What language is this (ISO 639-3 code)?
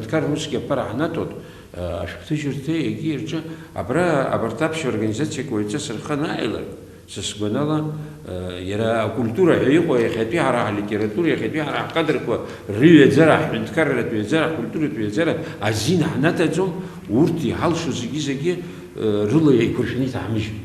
abk